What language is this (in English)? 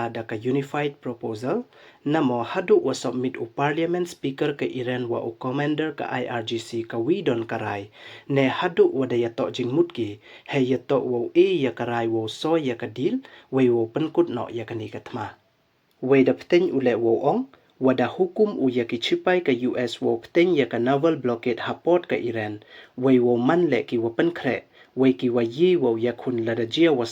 Pnar